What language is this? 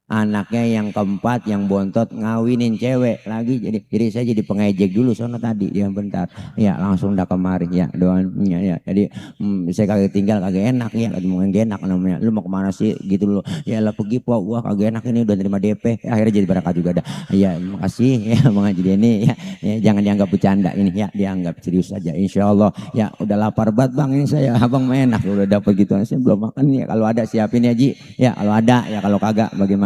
Betawi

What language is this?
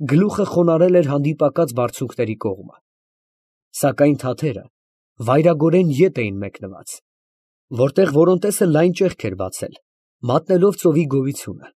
Armenian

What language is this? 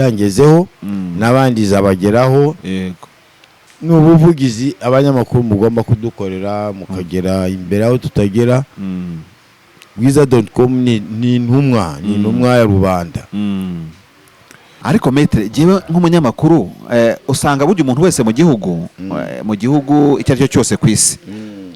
Kinyarwanda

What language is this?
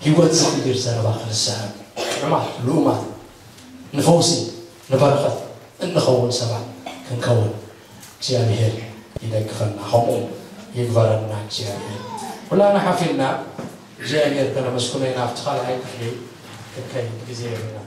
Tigrinya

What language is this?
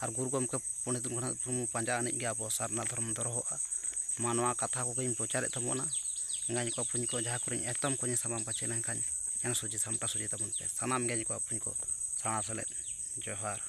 Santali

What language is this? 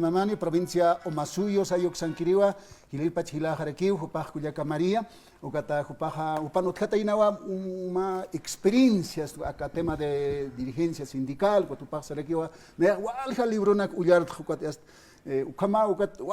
Aymara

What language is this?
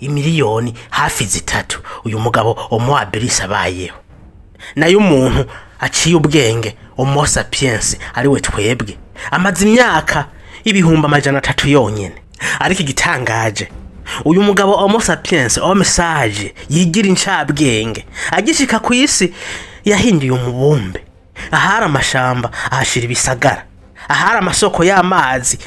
Rundi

